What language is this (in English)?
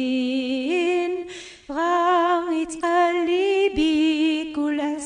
Kabyle